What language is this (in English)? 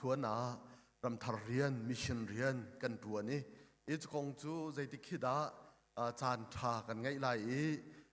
Hakha Chin